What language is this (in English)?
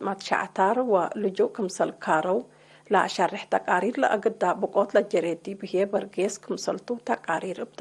Tigre